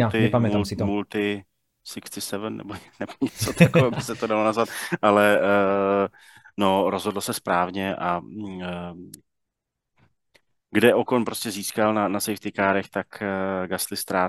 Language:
Czech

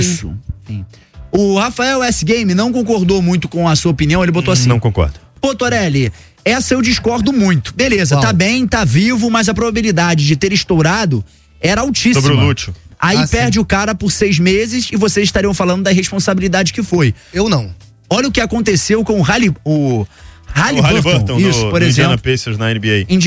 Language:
Portuguese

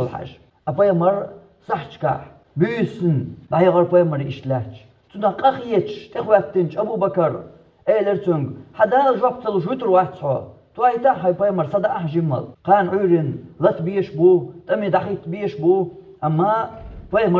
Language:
Chechen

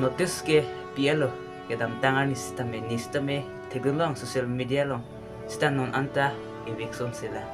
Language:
Karbi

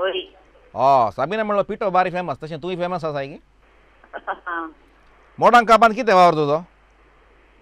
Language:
Konkani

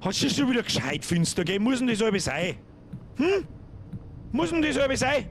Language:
Bavarian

